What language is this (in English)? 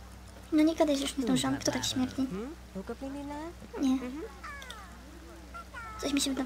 Polish